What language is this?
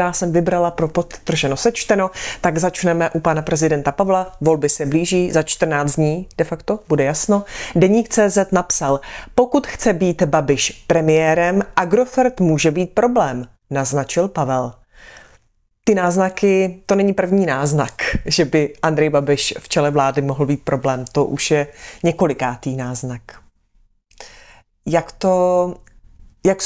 Czech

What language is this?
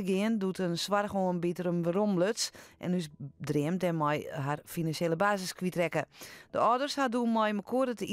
Western Frisian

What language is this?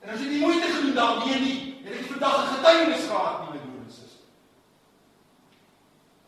Afrikaans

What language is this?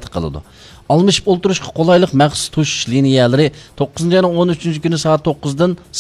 Uyghur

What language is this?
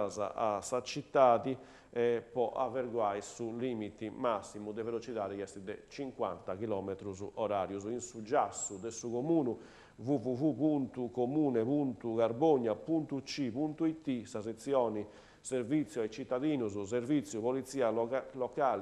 Sardinian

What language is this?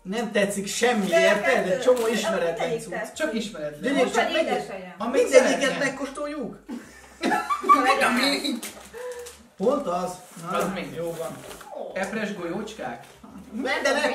Hungarian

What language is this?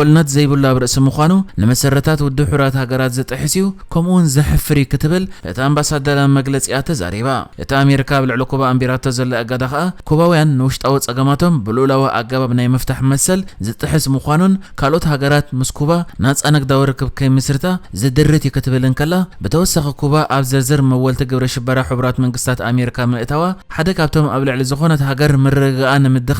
Tigrinya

